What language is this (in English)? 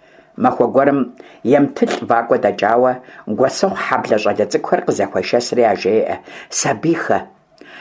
Kabardian